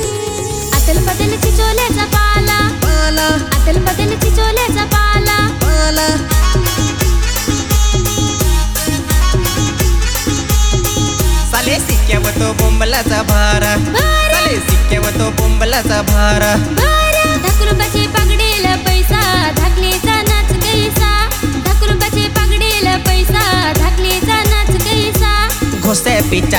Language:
Marathi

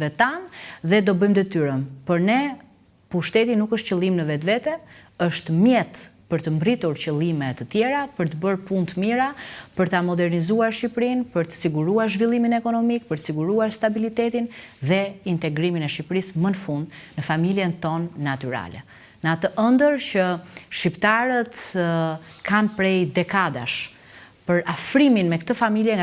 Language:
Albanian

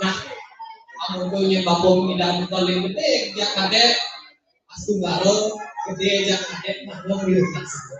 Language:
Balinese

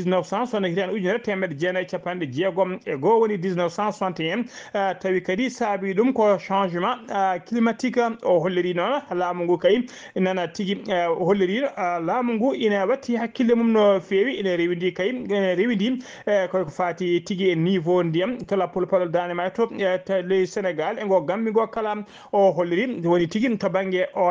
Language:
Fula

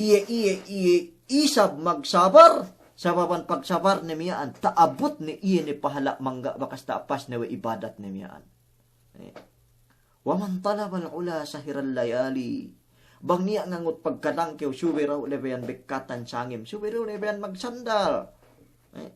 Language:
Yakan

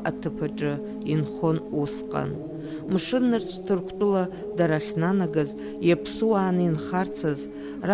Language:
Abkhazian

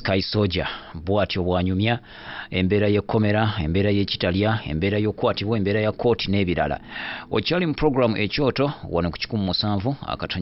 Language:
Ganda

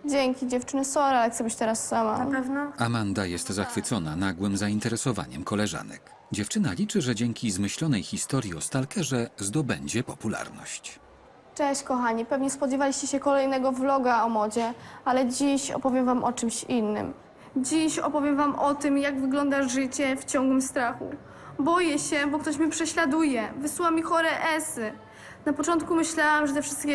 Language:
Polish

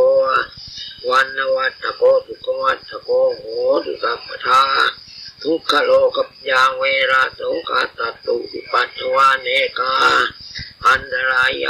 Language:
Pali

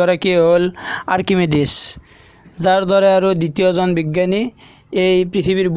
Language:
Assamese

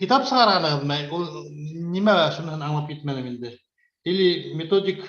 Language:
Bashkir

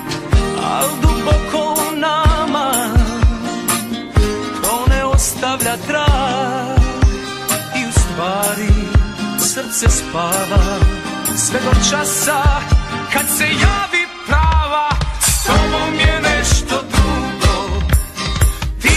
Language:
Serbian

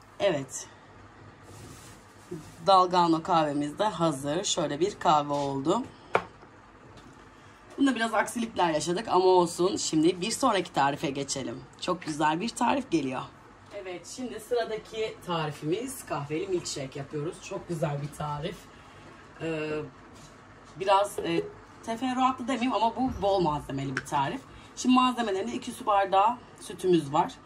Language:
Turkish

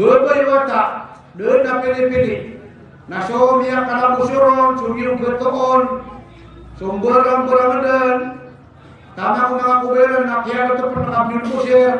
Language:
Maranao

